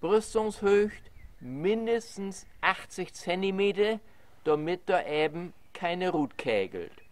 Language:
Low German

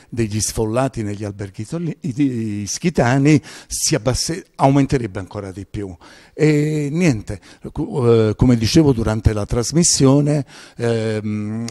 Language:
Italian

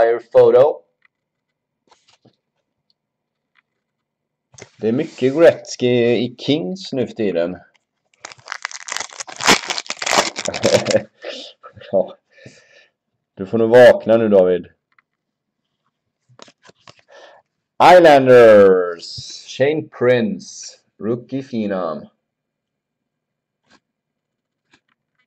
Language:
Swedish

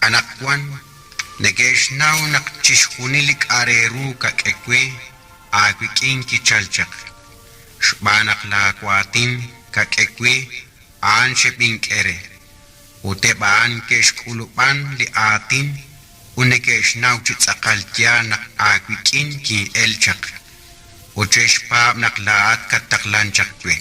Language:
Kekchí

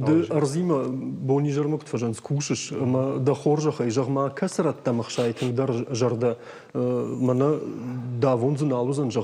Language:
Ossetic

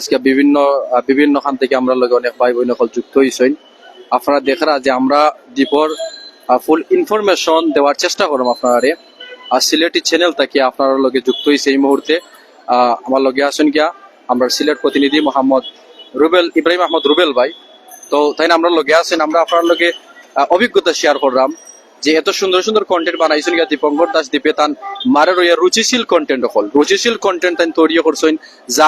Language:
Sylheti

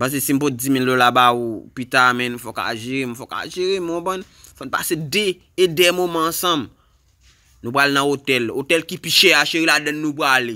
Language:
Haitian Creole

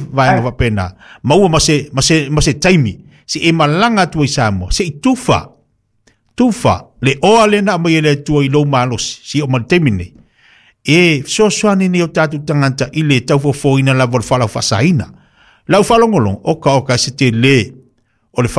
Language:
Samoan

